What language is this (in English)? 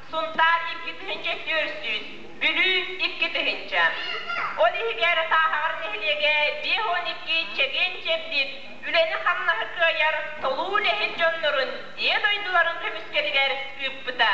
Yakut